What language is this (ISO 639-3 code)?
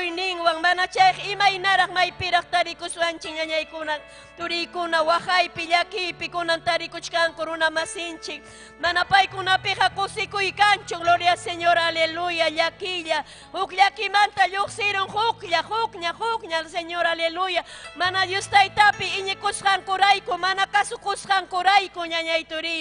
quy